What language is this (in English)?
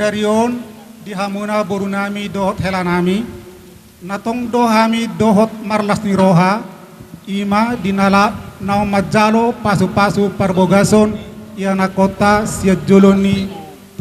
Batak Toba